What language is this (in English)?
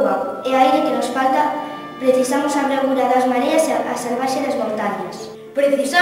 Galician